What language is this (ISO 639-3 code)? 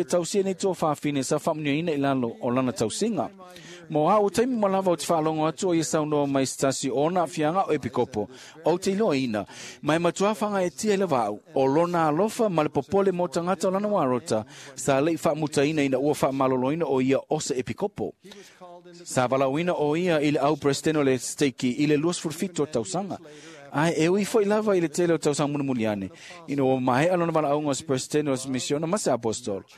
smo